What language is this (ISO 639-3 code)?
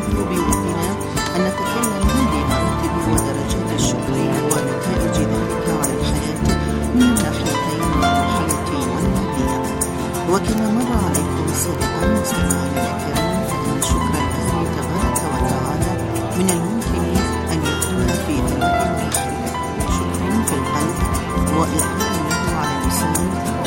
ara